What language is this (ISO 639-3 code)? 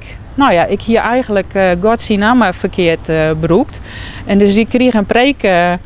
fry